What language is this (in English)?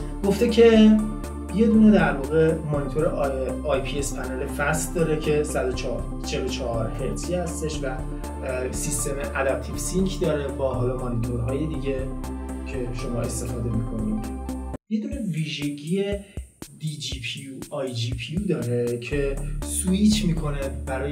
Persian